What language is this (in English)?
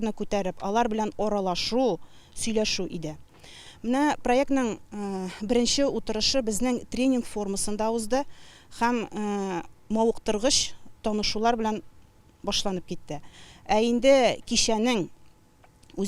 Tatar